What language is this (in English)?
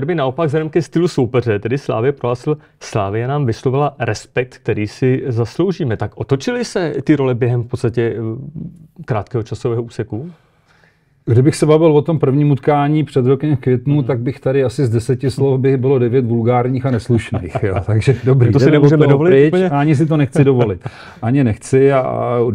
Czech